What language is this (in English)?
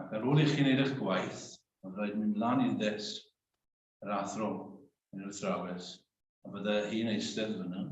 Welsh